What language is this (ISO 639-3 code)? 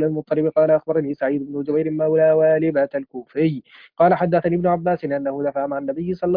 ara